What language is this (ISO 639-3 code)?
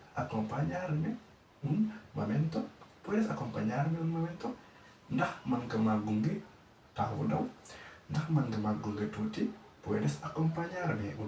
wol